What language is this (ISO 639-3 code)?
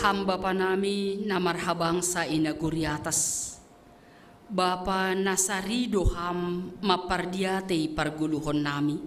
bts